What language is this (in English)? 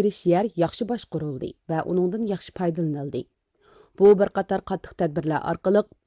Uyghur